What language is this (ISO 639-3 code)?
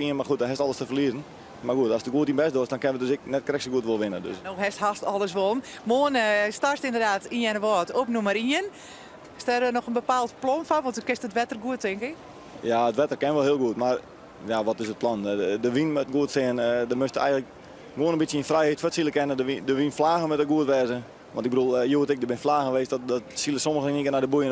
fry